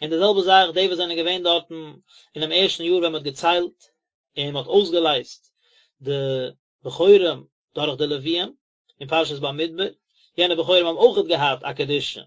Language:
Yiddish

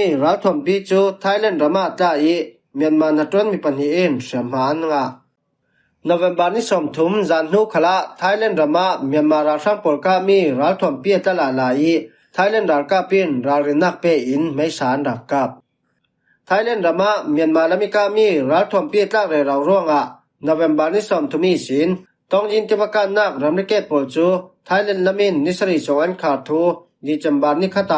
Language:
Falam Chin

